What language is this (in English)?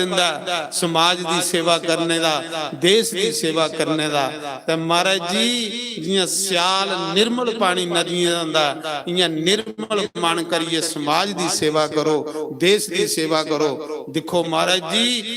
Dogri